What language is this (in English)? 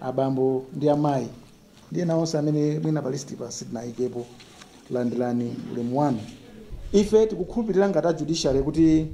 Nyanja